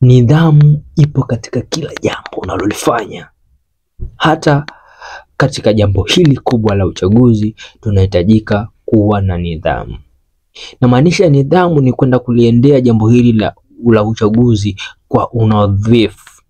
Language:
Swahili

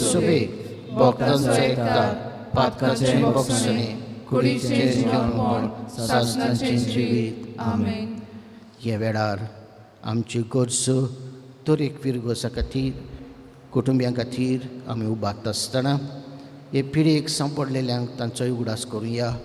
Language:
Konkani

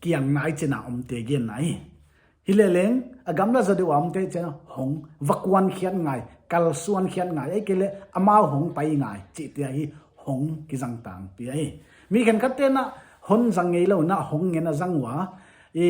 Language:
Paite Chin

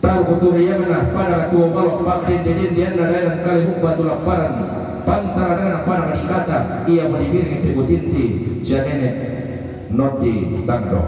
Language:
Toraja-Sa'dan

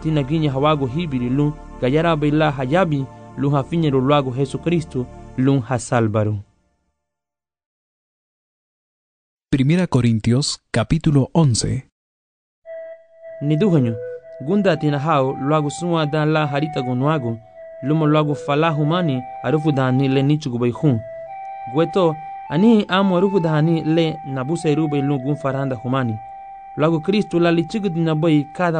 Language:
Garifuna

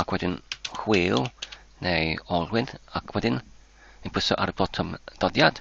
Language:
Welsh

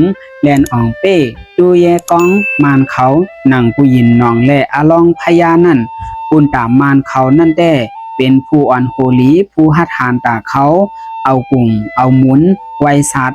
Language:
Shan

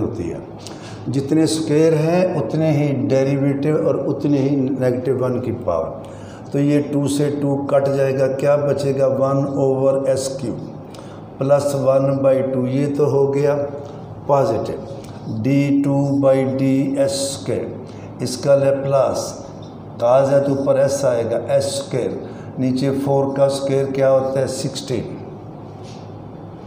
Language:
Hindi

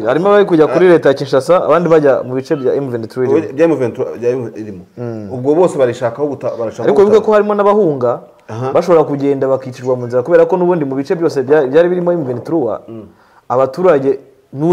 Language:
Kinyarwanda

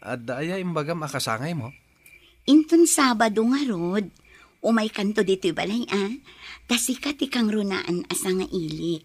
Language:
Iloko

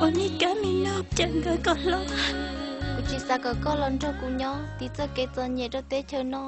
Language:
Hmong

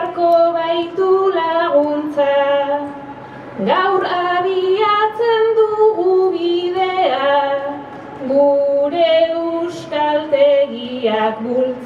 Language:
Basque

